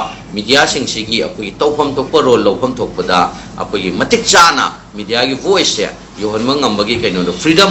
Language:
Manipuri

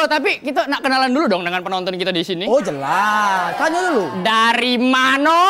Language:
Musi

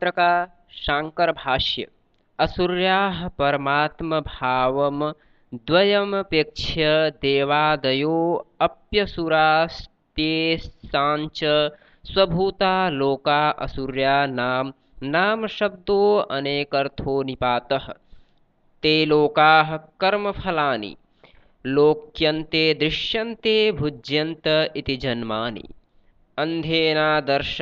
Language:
Sanskrit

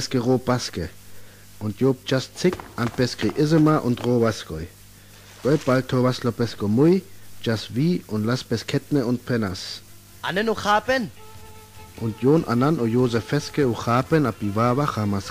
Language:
Sinte Romani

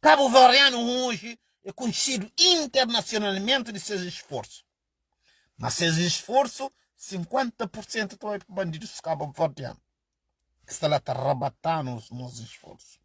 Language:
Kabuverdianu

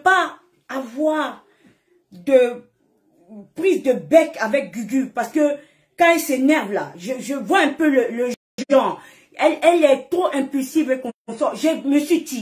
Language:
French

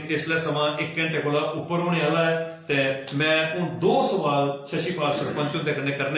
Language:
Dogri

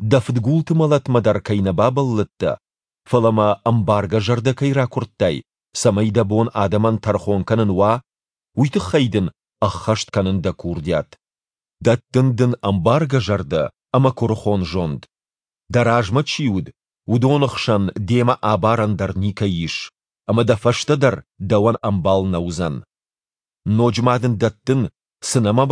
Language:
Ossetic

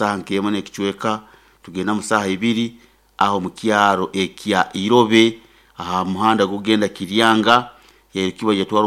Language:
Nyoro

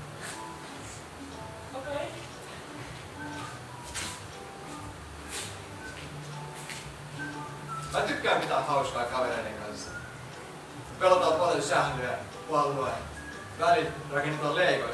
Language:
Finnish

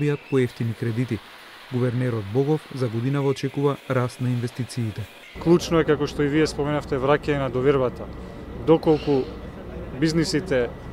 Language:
Macedonian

